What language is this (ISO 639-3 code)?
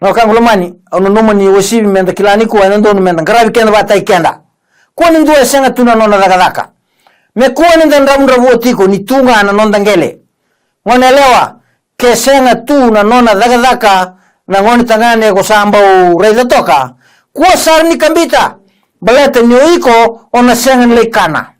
fij